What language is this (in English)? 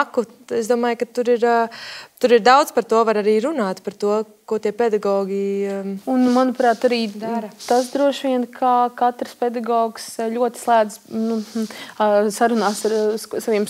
Latvian